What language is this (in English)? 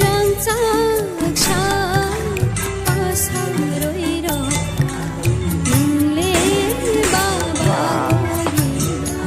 Kok Borok